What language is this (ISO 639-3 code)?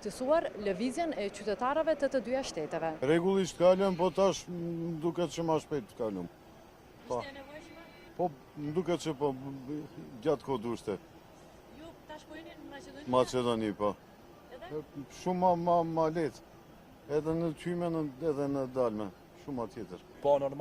sqi